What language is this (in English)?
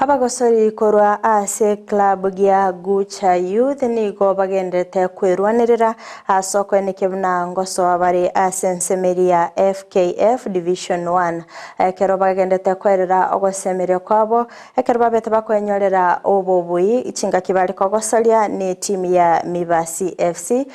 Gusii